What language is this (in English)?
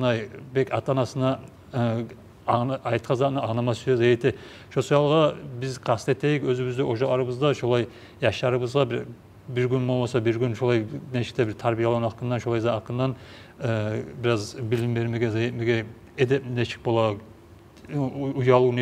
Kumyk